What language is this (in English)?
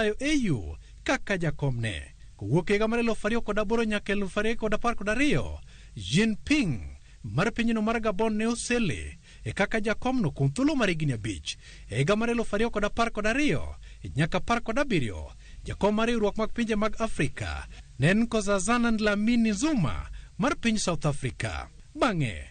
Luo (Kenya and Tanzania)